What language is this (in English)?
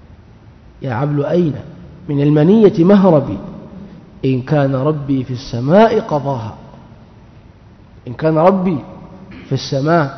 Arabic